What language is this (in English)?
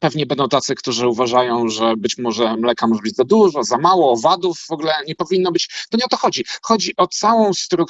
Polish